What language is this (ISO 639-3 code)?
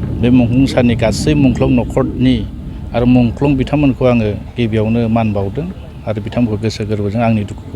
brx